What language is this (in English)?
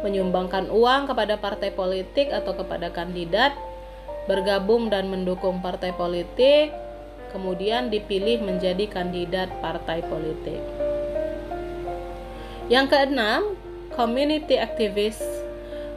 Indonesian